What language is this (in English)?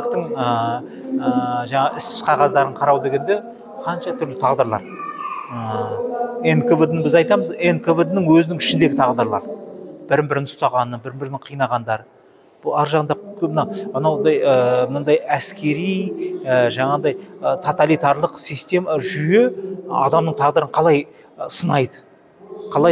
Kazakh